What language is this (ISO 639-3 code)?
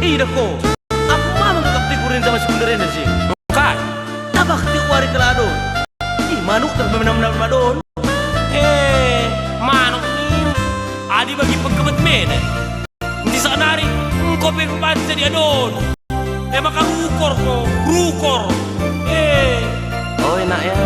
btx